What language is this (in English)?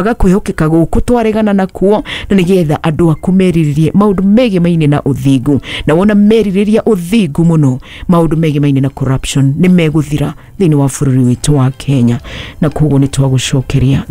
Kikuyu